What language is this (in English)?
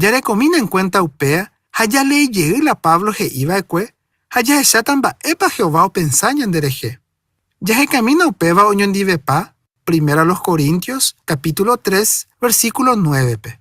Guarani